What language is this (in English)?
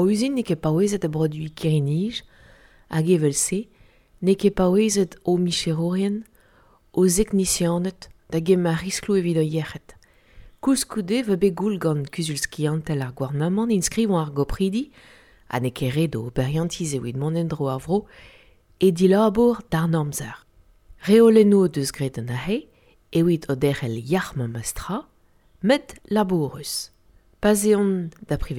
Breton